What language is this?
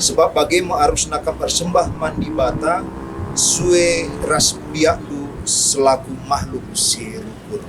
Batak Karo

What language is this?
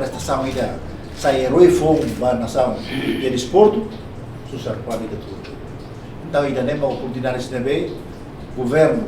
Tetum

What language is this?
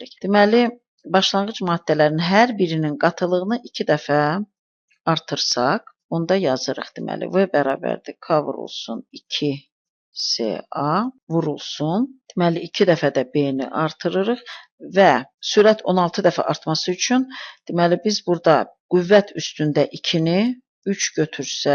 Azerbaijani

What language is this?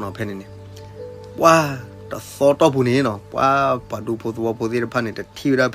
S'gaw Karen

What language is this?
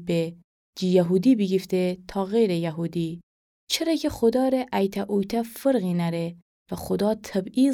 Gilaki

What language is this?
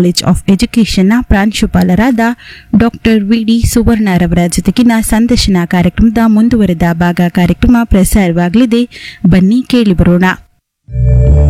Kannada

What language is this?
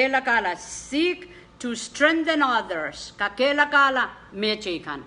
Pohnpeian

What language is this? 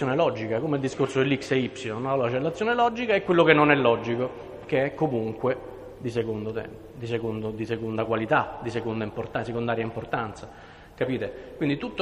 Italian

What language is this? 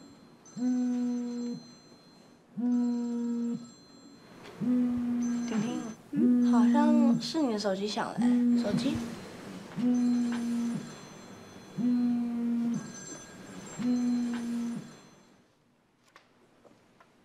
Chinese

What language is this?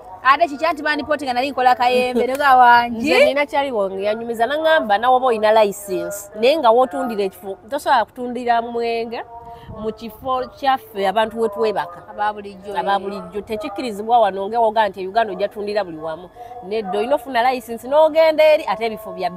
Ganda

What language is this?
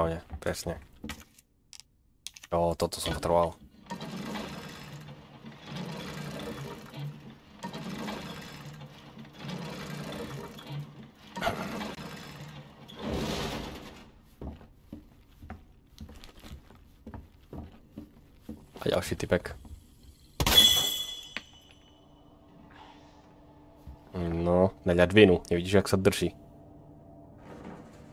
Slovak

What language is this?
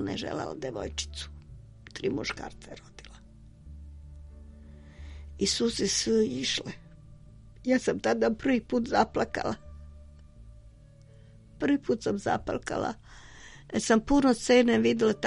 Serbian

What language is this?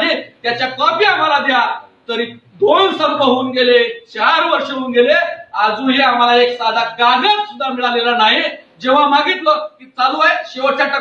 Marathi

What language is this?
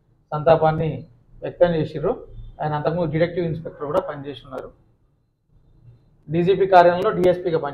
Telugu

